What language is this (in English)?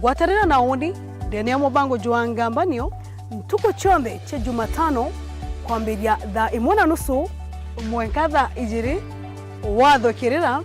Meru